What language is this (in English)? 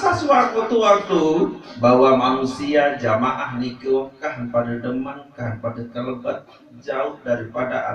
Sasak